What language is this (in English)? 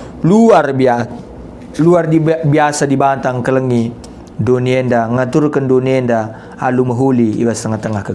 Batak Karo